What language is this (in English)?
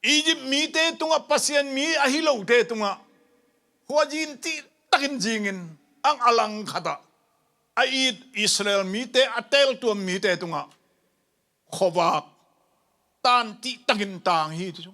Tedim Chin